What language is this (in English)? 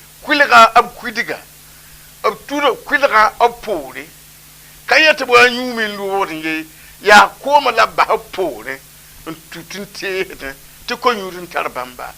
Mossi